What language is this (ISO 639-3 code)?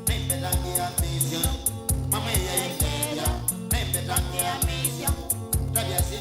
kam